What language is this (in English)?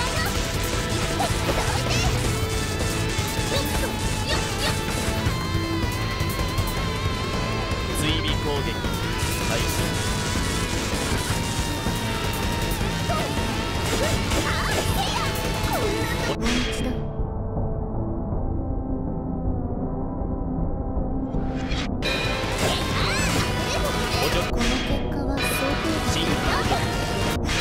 Japanese